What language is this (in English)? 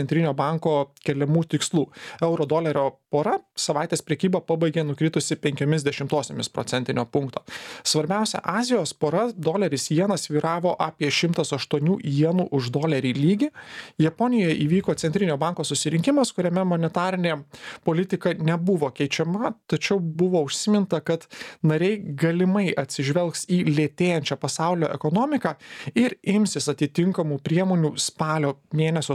Lithuanian